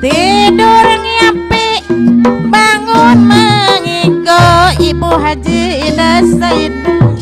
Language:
Betawi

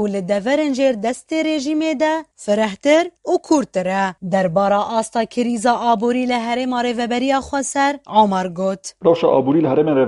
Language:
Kurdish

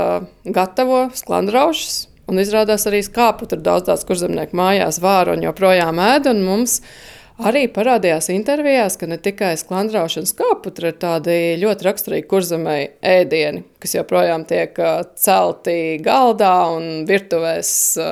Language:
Latvian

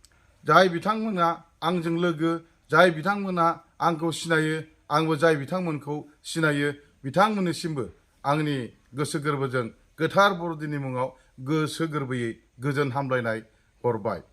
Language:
Bodo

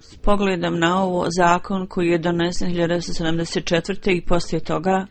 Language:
Bosnian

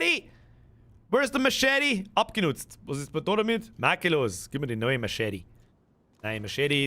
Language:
Bavarian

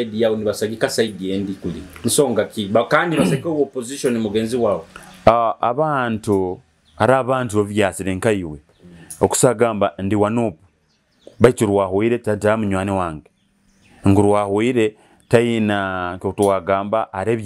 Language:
Nyoro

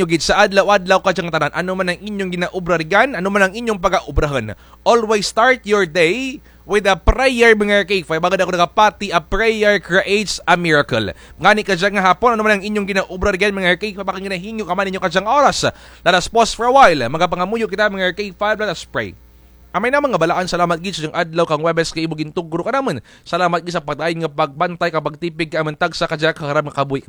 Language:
Kinaray-a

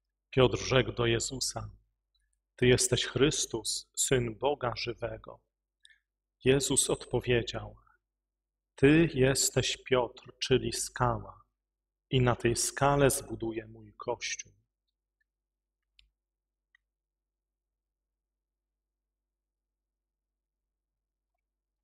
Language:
Polish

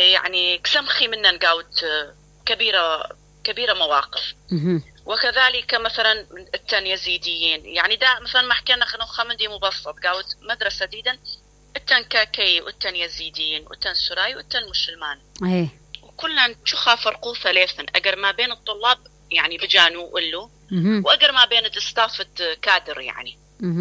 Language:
Mesopotamian Arabic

